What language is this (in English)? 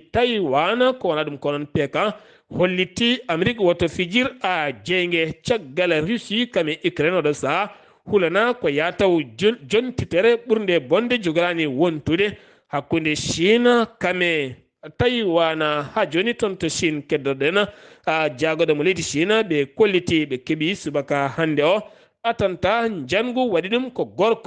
Fula